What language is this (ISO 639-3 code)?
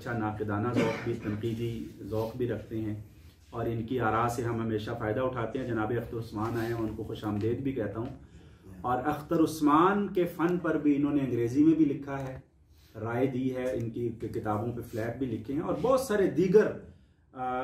urd